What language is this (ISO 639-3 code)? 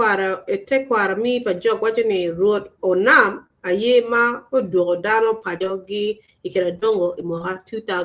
ach